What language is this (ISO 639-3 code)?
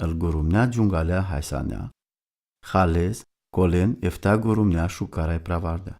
rom